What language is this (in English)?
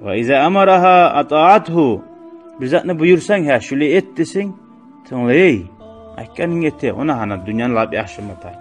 Kumyk